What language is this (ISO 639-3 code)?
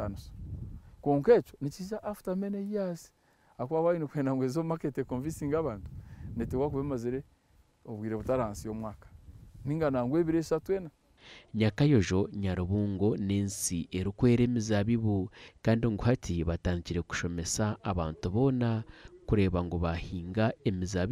nyn